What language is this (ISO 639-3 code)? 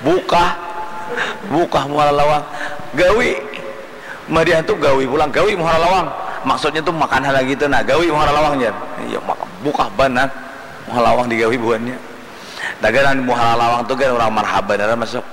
bjn